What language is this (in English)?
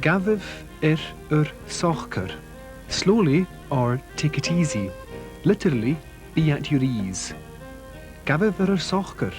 Scottish Gaelic